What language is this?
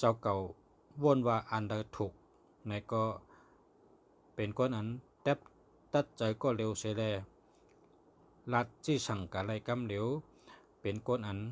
Shan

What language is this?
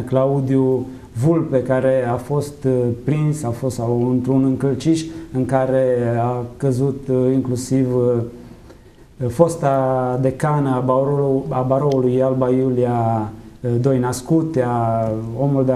Romanian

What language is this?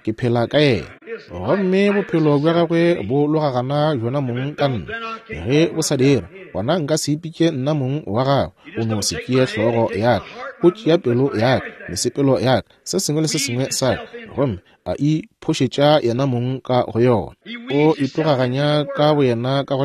Northern Sotho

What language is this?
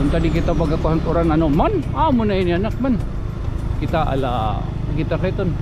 Waray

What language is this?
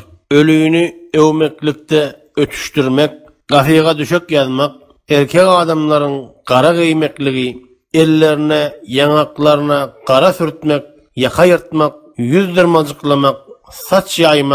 Turkmen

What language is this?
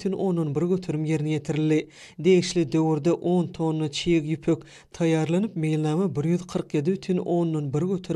Turkmen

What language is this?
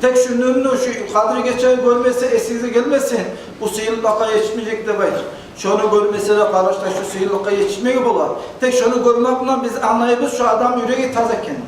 Kumyk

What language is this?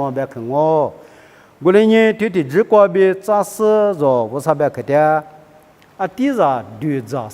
Lisu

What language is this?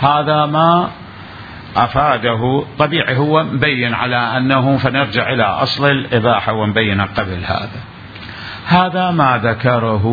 Mesopotamian Arabic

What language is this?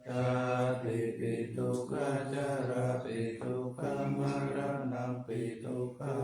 Pali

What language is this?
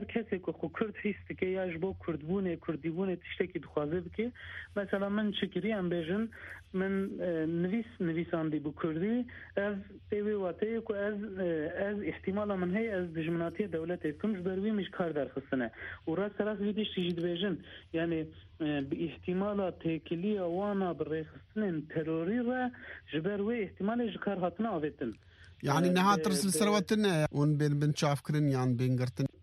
Kurdish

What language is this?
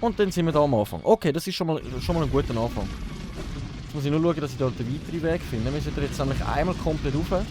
Swiss German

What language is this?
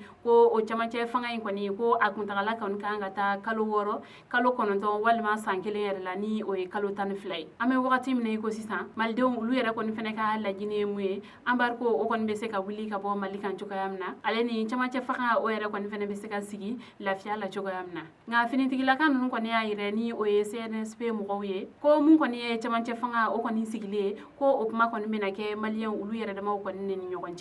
Bambara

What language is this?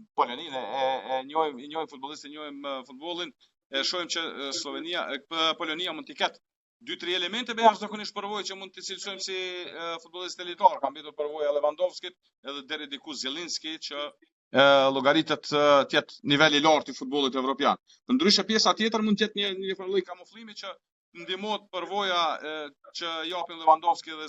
Albanian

